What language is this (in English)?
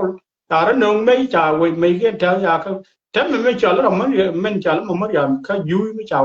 Nuer